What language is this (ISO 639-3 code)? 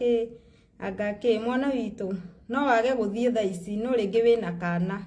kik